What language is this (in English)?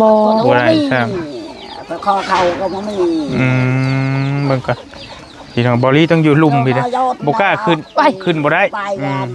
Lao